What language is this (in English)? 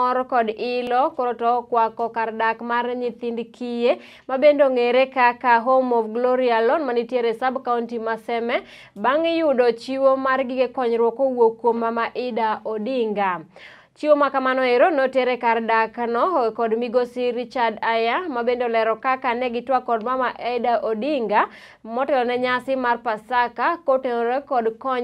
Luo (Kenya and Tanzania)